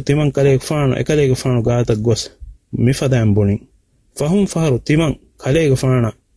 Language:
Divehi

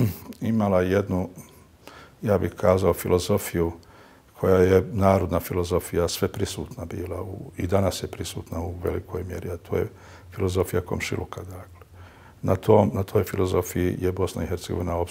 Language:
Bosnian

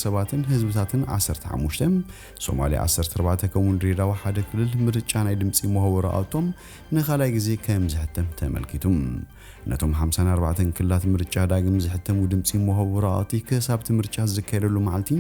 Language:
Tigrinya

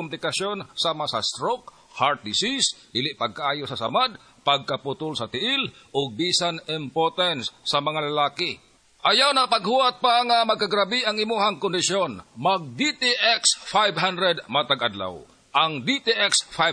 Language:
Cebuano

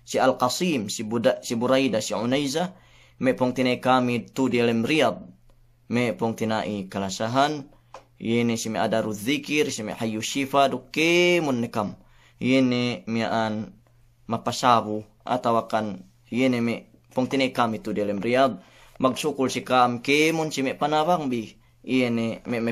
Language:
Yakan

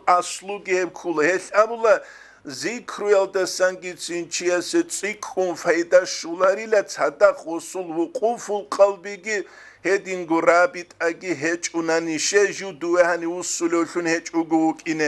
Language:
Avaric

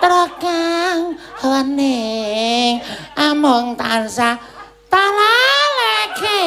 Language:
Javanese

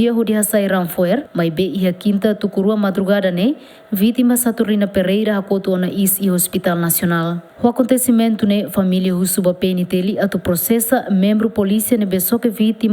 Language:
Tetum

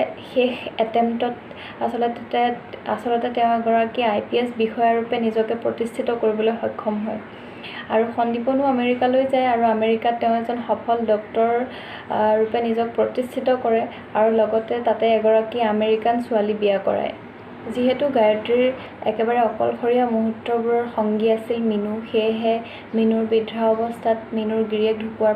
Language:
Assamese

